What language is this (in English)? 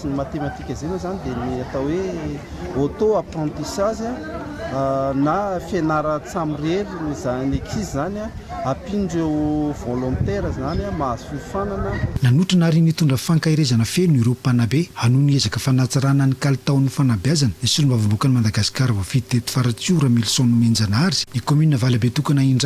Malagasy